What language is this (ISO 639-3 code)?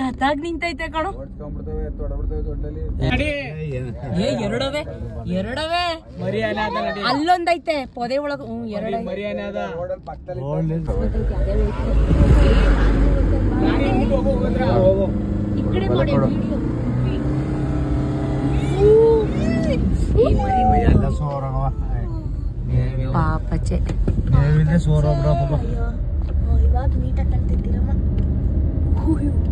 kan